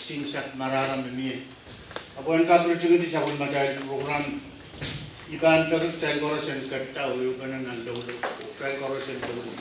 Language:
Pohnpeian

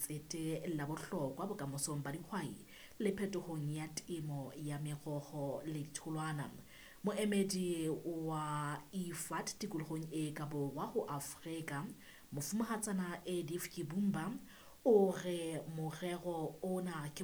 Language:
Southern Sotho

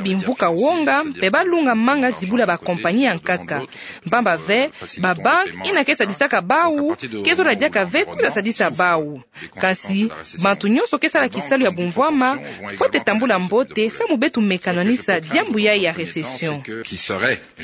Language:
Kituba (Democratic Republic of Congo)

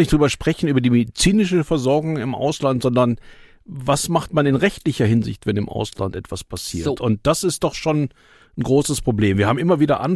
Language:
German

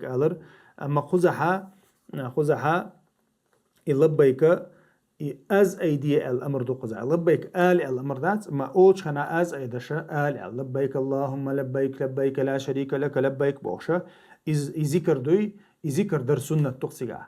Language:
Chechen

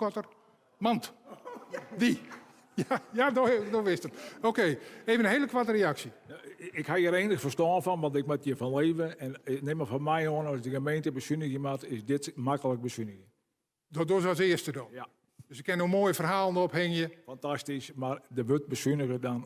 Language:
Western Frisian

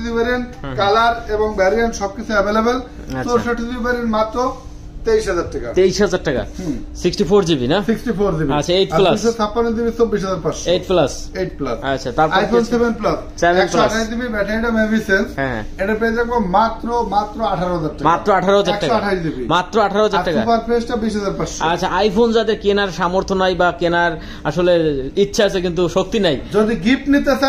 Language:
Bangla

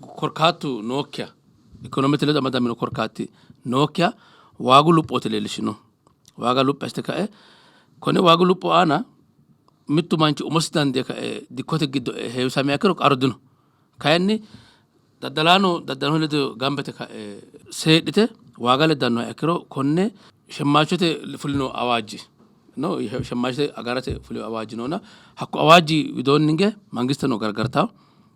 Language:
Sidamo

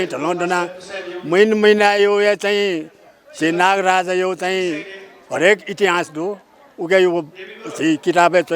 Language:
Newari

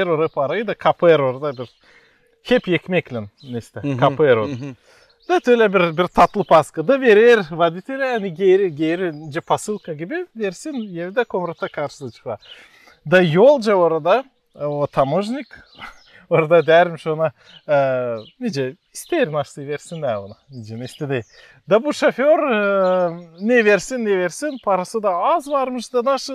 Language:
Gagauz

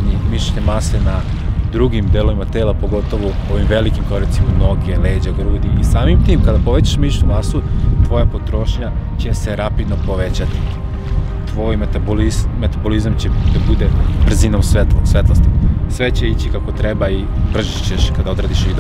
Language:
Serbian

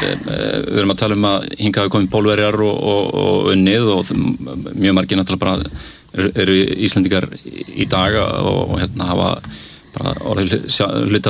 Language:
Icelandic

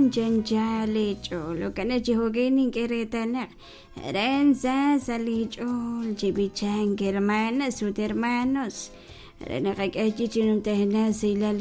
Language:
Kekchí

